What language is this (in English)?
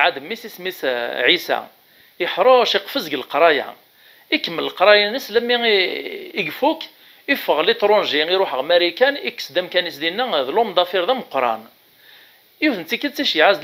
Kabyle